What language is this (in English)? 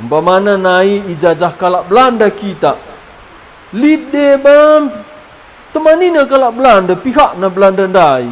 Batak Karo